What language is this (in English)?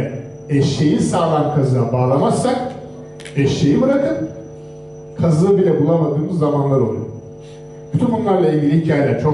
Turkish